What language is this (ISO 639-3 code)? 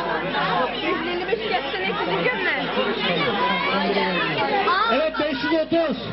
tur